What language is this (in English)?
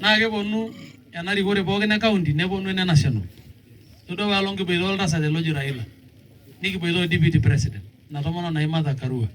Masai